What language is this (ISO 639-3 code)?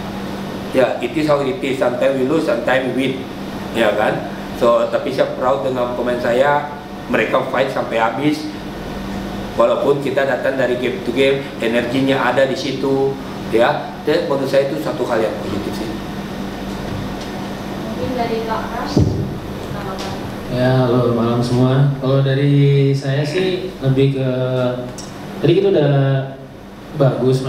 ind